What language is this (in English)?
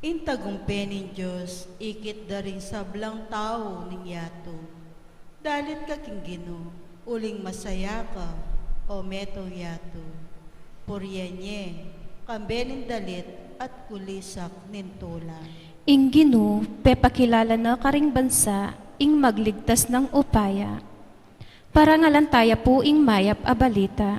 Pampanga